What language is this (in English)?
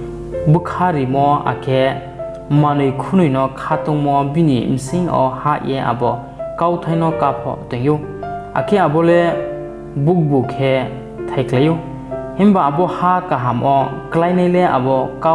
Riang (India)